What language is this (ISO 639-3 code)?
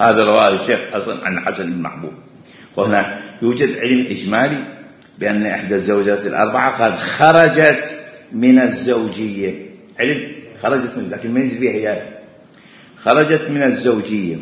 acm